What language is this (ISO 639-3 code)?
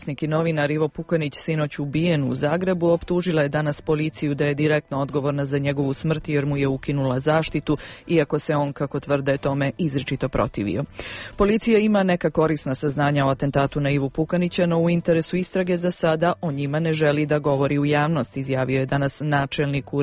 hrv